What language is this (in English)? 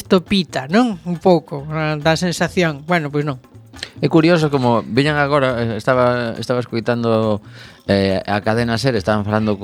Galician